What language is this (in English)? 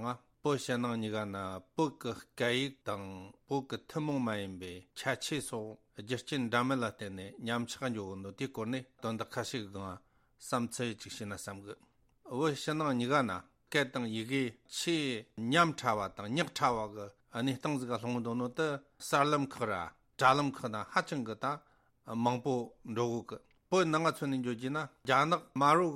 Tibetan